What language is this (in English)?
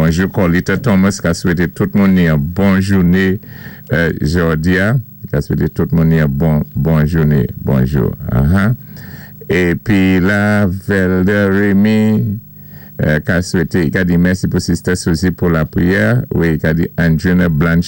Saint Lucian Creole French